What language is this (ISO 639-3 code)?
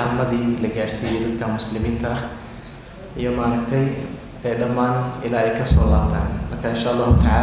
som